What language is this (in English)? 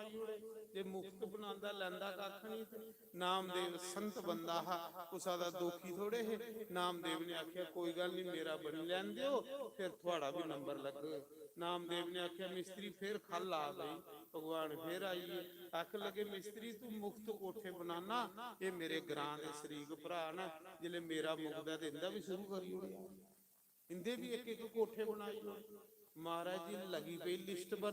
Dogri